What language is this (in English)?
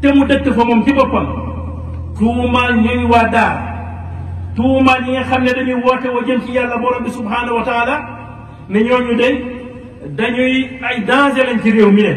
Wolof